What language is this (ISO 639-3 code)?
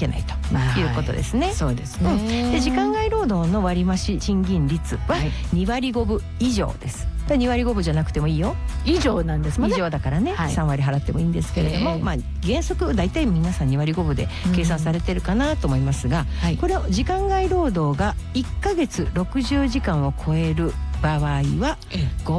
jpn